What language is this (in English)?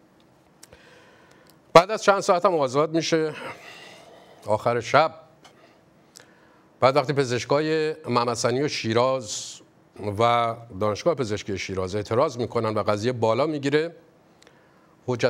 Persian